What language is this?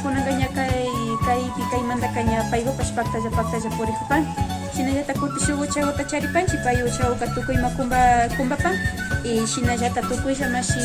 Imbabura Highland Quichua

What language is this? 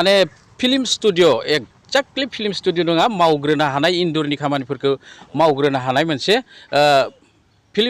Bodo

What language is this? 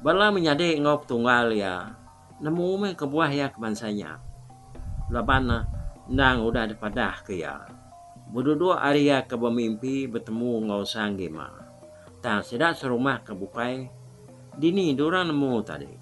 Iban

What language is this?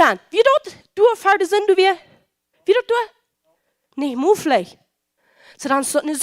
Plautdietsch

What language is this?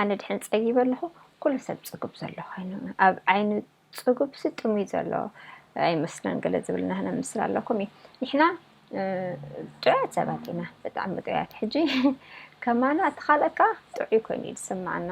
Tigrinya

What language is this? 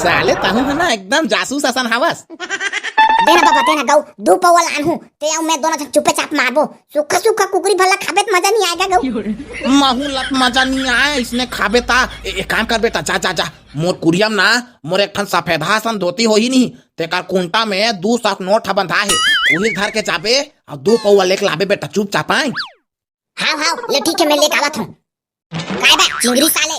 Chhattisgarhi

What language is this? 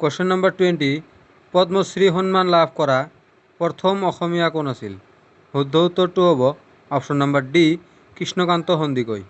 Assamese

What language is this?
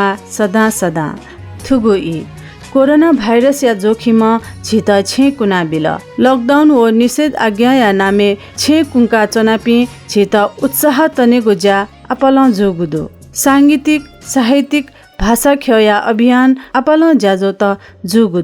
Newari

